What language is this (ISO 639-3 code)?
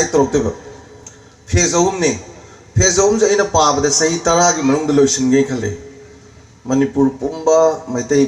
mni